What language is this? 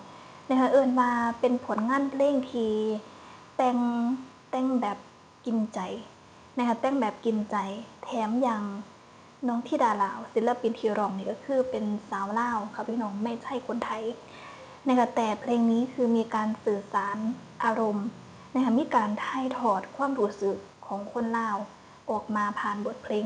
Northeastern Thai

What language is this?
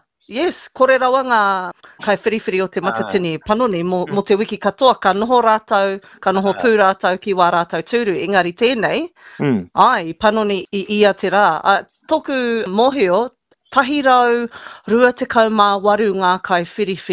Māori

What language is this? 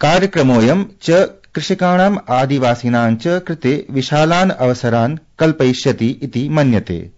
Sanskrit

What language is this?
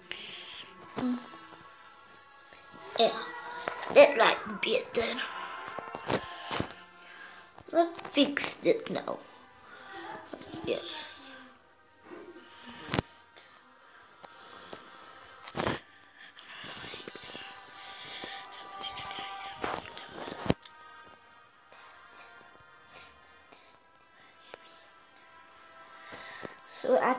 Afrikaans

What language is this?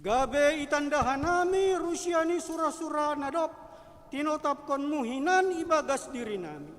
Batak Simalungun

